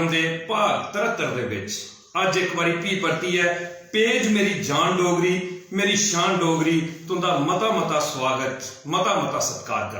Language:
Dogri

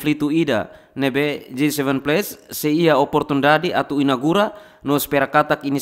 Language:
Tetum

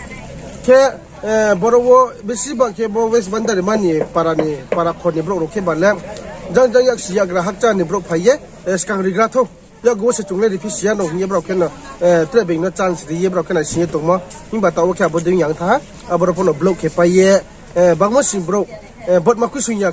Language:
Riang (India)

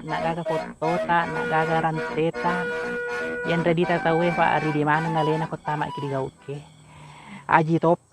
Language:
Buginese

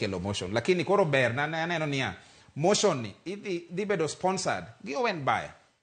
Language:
Luo (Kenya and Tanzania)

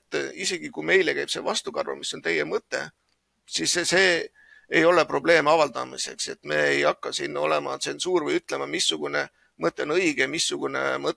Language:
Estonian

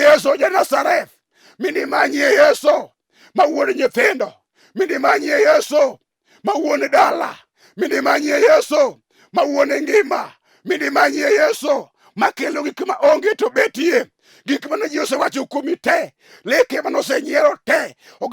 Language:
Luo (Kenya and Tanzania)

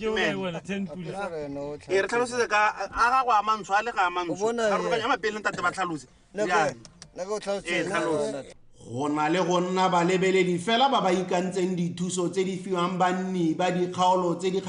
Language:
Tswana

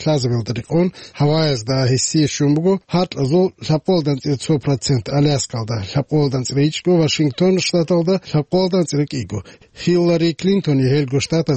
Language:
Avaric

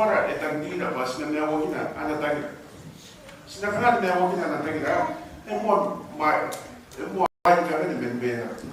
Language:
Gilbertese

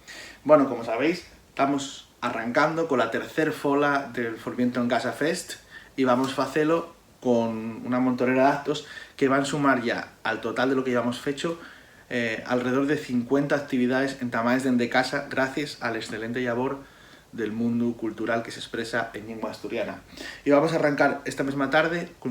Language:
Asturian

